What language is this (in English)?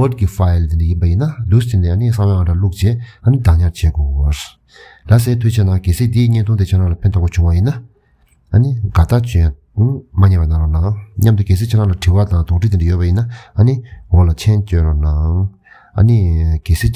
Tibetan